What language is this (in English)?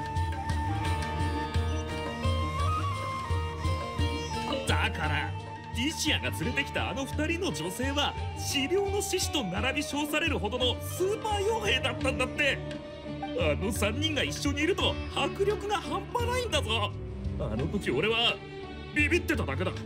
Japanese